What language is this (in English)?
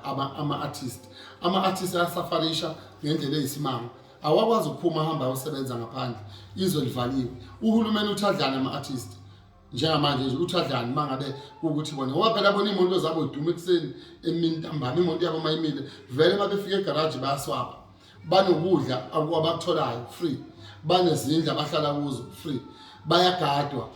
Zulu